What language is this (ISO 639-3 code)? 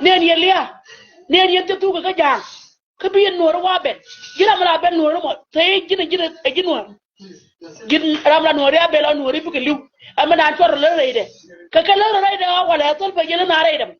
nus